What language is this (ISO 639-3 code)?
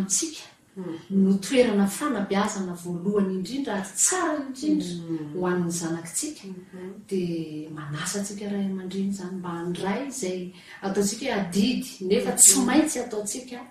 mlg